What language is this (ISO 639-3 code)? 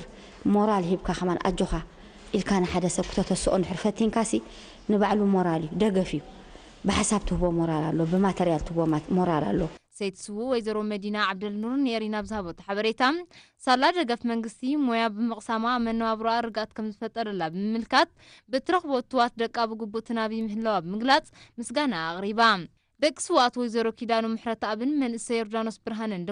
tir